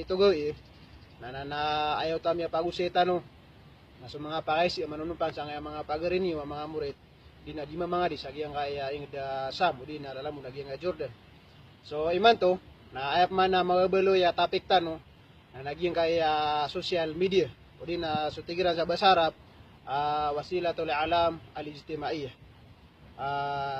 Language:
Maranao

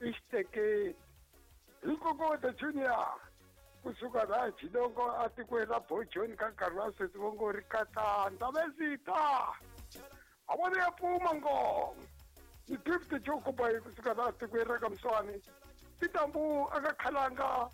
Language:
Tsonga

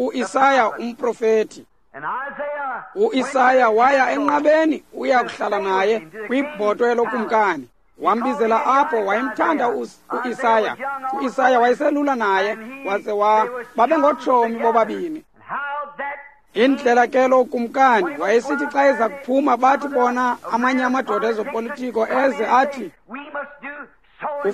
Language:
Xhosa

